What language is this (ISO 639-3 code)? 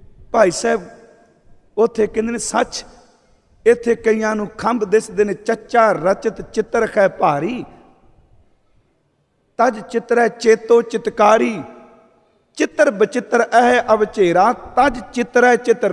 pan